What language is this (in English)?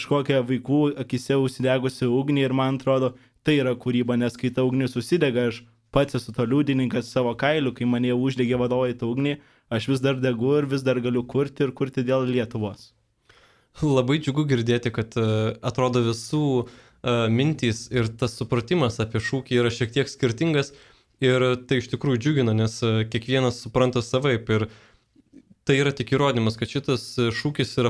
Lithuanian